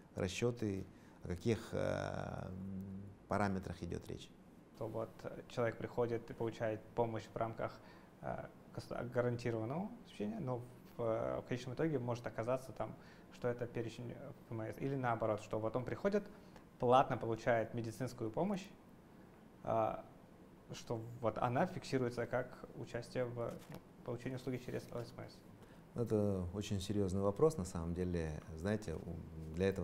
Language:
Russian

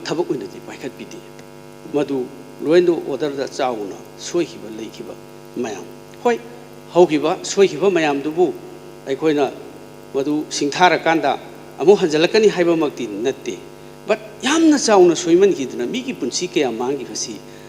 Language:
Manipuri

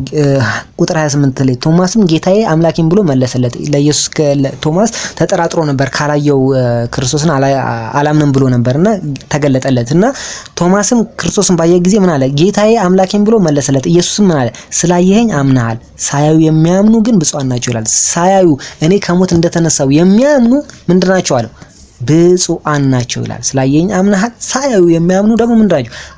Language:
Amharic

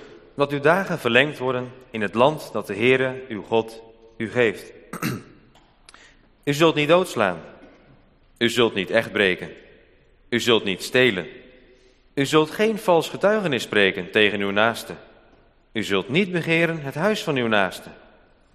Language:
Dutch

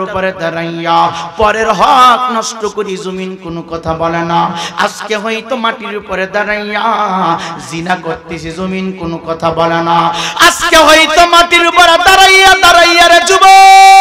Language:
Bangla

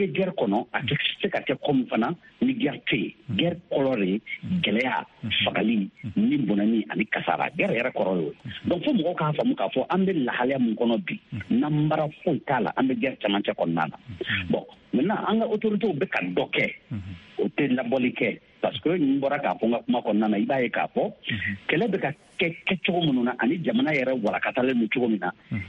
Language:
Bambara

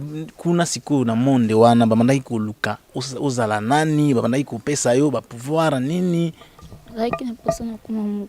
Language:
Lingala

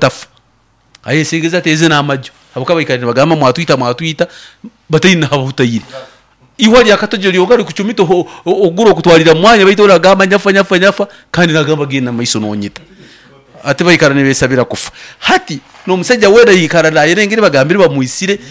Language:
Nyoro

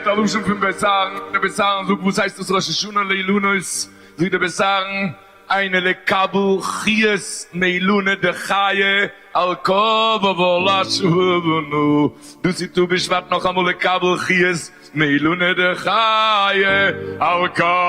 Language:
Yiddish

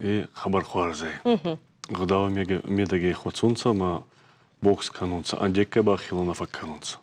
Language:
Ossetic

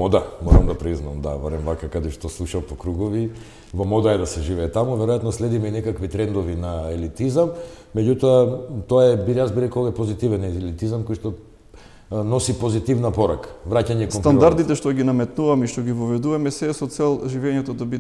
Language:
Macedonian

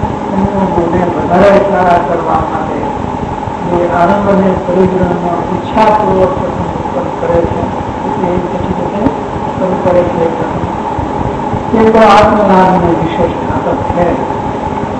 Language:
Gujarati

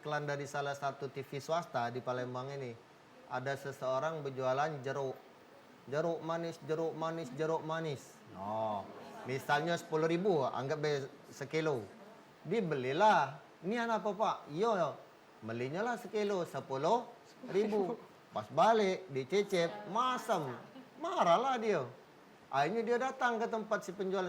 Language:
Musi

